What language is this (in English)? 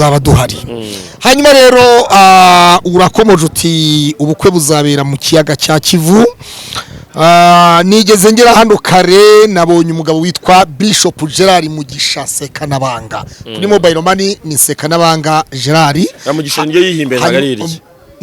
Kinyarwanda